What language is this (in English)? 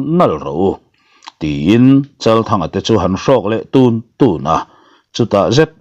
Mizo